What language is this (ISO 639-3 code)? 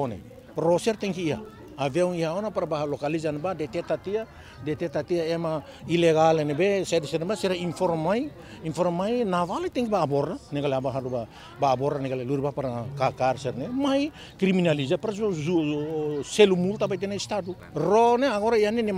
tet